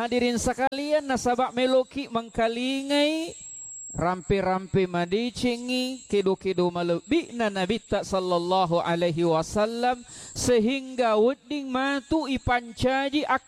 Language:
Buginese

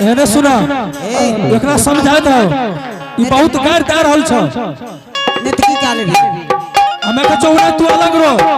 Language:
Angika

